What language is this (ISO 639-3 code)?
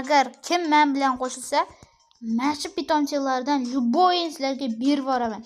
uzb